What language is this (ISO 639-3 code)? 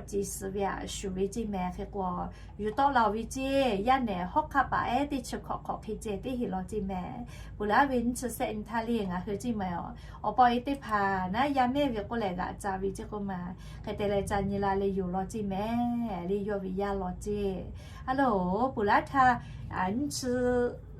lhu